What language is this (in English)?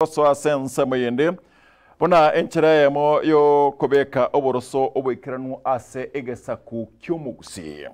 Gusii